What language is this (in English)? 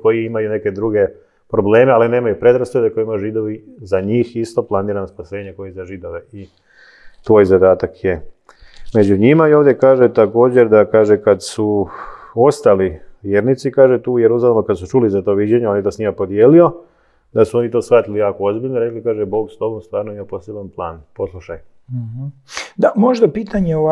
Croatian